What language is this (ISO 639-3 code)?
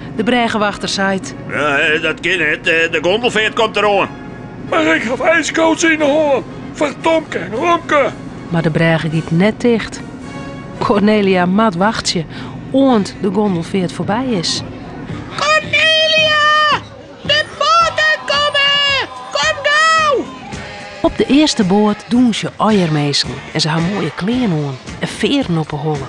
fry